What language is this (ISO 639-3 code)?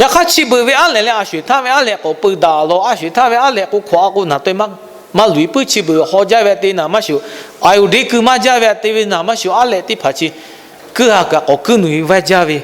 lhu